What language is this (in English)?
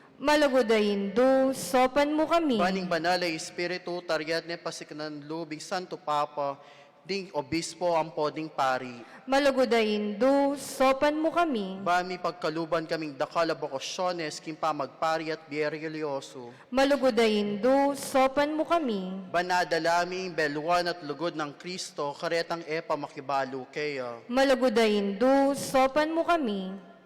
Pampanga